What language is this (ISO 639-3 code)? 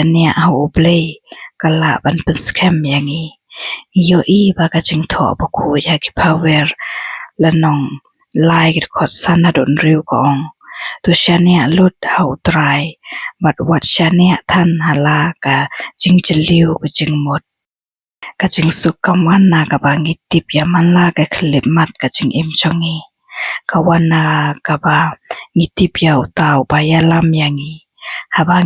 kha